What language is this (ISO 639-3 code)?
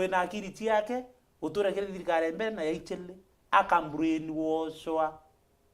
mer